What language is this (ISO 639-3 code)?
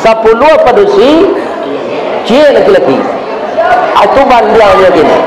min